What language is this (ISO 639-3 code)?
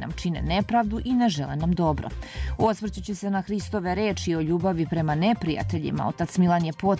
srp